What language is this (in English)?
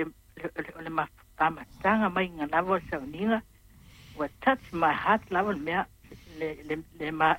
Samoan